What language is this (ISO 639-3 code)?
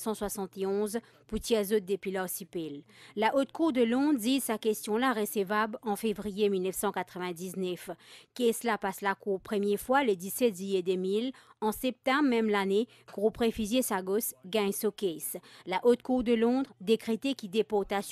mfe